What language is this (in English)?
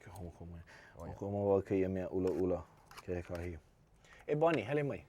Hawaiian